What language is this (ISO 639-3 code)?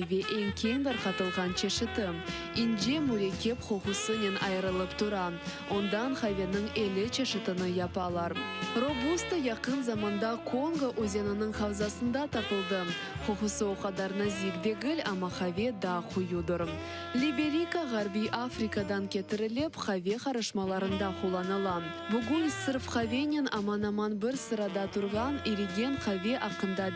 crh